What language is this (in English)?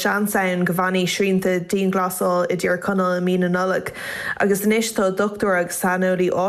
Irish